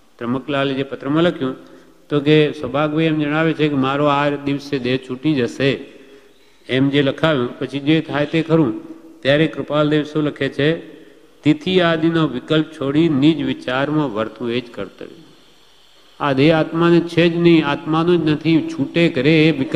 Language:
Gujarati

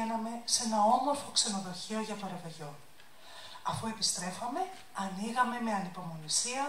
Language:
Greek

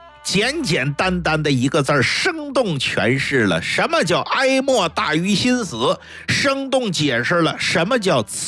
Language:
Chinese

